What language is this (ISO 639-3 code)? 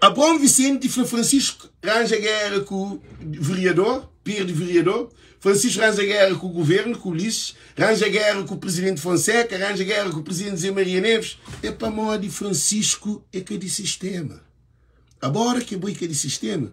kea